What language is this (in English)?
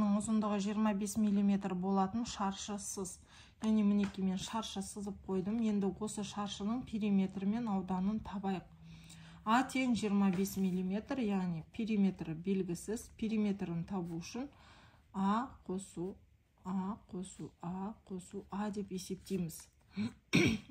Kazakh